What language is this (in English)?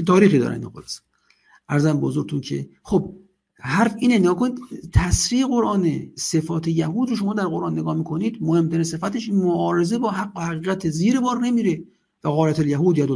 Persian